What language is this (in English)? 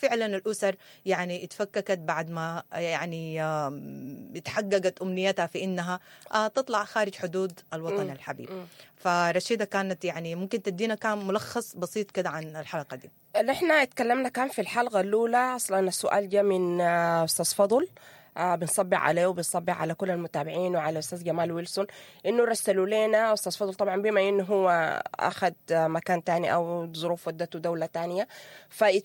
Sudanese Arabic